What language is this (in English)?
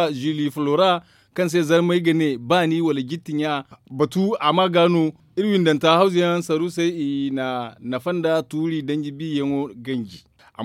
Zarma